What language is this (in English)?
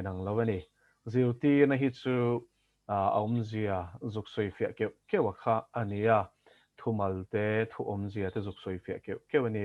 Mizo